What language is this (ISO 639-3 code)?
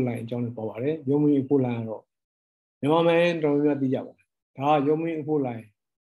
mya